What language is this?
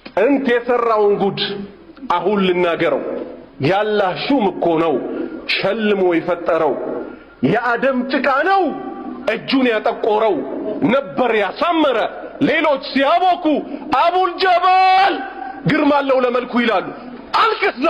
Amharic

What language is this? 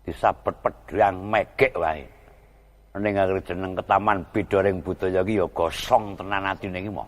Javanese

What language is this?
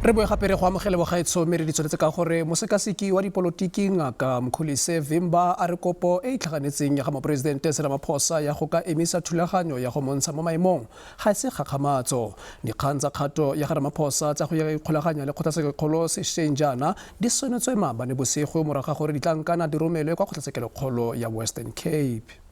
Tswana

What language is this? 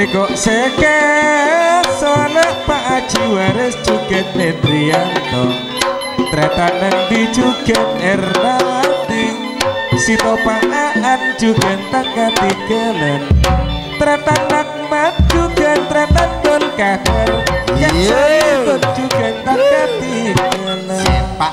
Madurese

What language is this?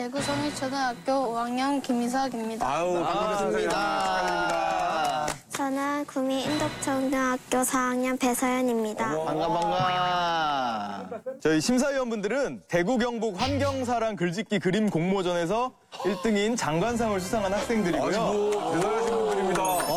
Korean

